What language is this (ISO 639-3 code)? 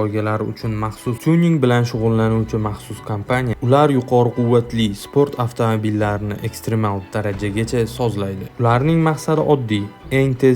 uzb